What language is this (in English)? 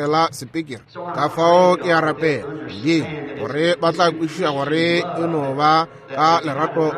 Northern Sotho